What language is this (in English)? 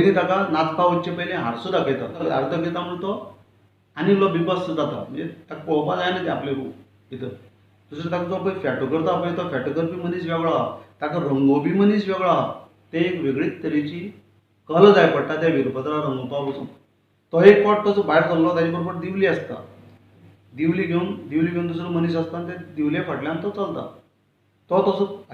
Konkani